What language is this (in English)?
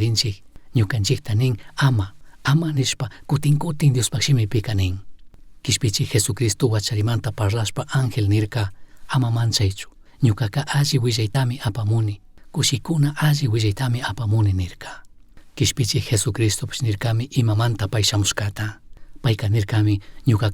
Chimborazo Highland Quichua